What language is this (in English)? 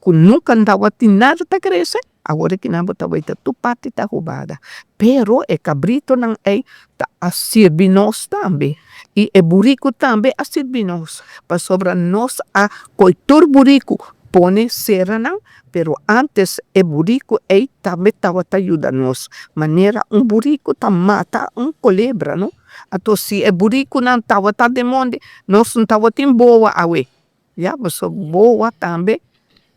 Papiamento